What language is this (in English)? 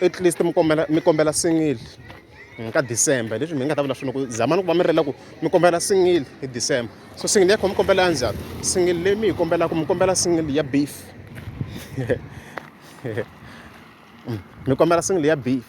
Tsonga